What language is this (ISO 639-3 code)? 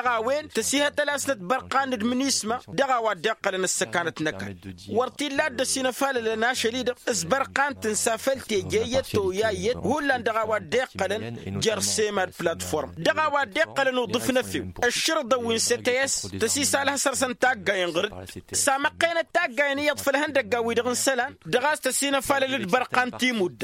taq